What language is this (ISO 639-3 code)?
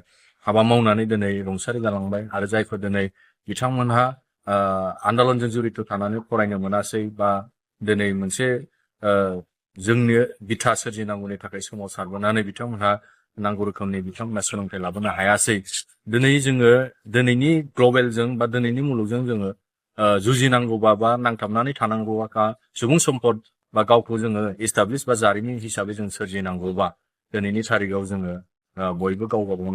brx